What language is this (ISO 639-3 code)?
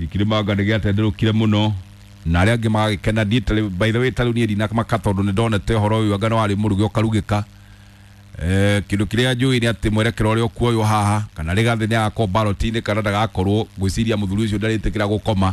kik